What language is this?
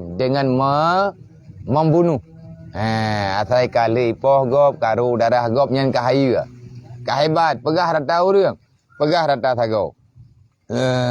Achinese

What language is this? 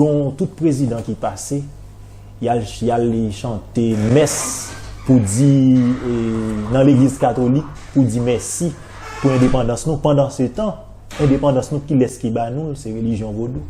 Haitian Creole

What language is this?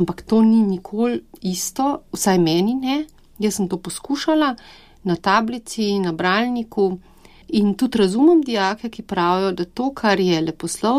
Slovenian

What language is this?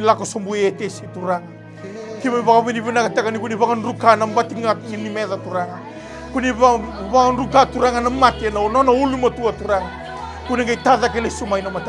Fijian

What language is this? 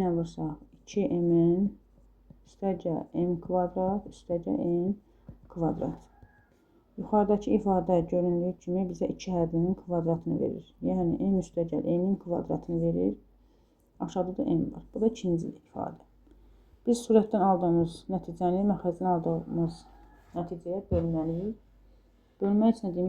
Azerbaijani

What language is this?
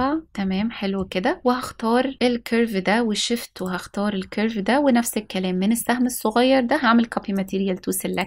Egyptian Arabic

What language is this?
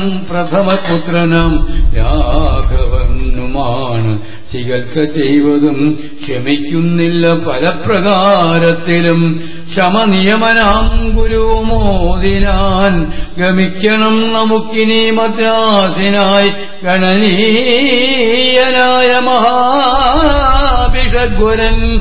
Malayalam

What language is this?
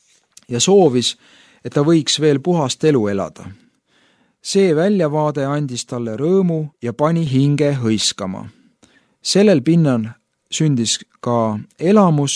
Estonian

